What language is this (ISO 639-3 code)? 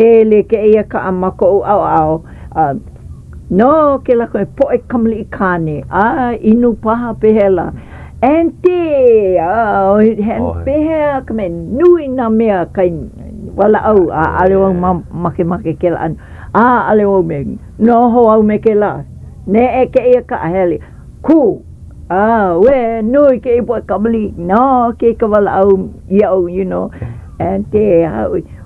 haw